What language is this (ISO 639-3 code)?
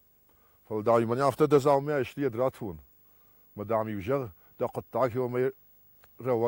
oss